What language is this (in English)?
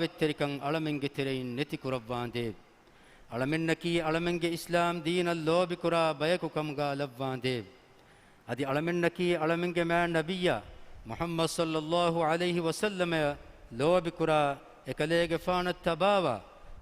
Divehi